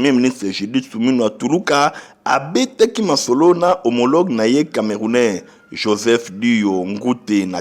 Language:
Lingala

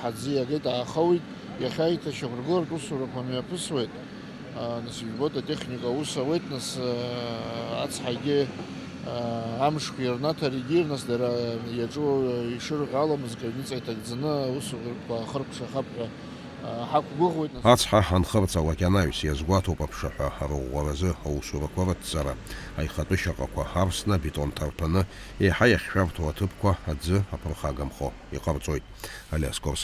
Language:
Abkhazian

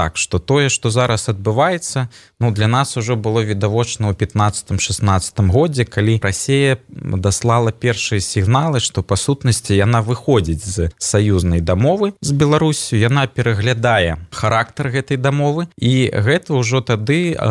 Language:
Belarusian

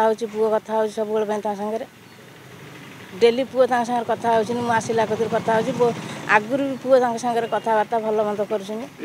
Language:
Odia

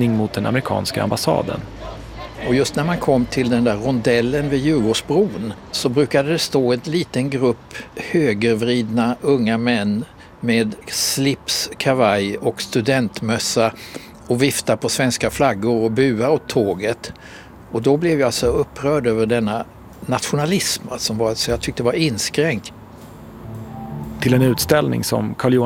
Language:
Swedish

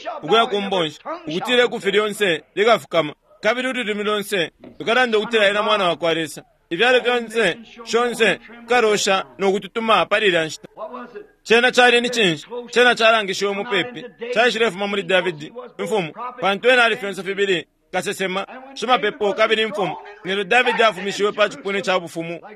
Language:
Bemba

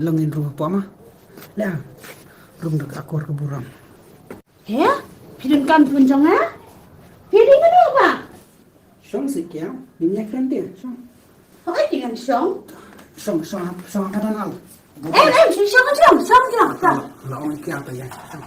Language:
Khasi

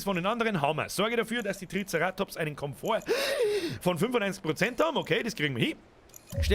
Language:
Bavarian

